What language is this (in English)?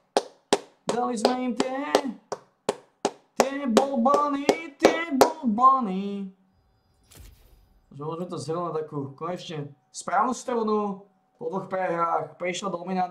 Slovak